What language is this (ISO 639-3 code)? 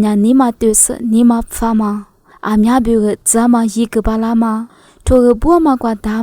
lis